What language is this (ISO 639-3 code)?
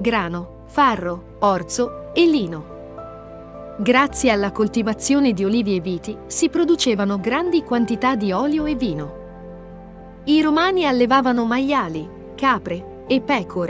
ita